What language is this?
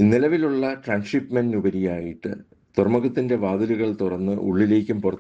Malayalam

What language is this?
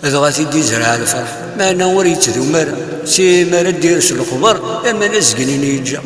Kabyle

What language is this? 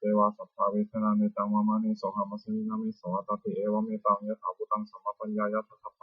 Pali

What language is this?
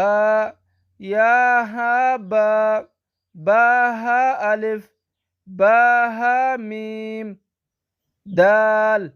Oromo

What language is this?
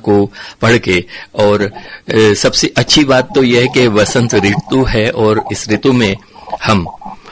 Hindi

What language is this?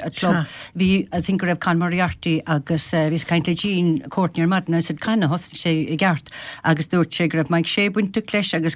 Irish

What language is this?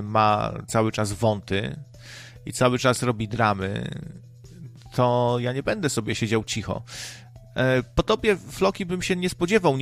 Polish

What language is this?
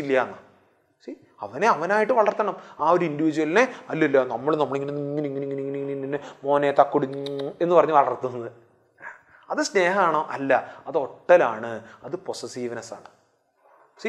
Malayalam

